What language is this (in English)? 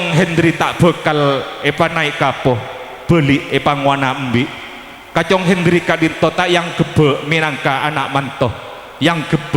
Madurese